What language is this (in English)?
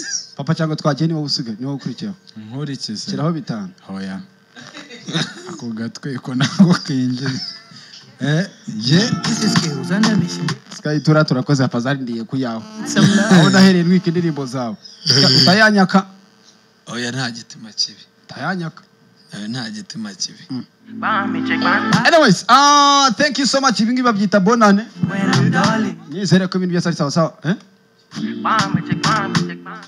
Kinyarwanda